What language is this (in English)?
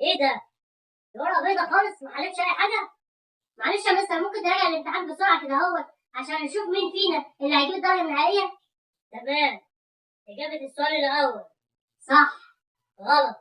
Egyptian Arabic